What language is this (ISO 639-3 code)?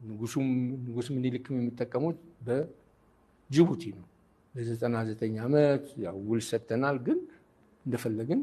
amh